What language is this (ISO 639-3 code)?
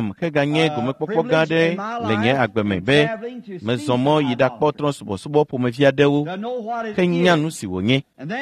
ewe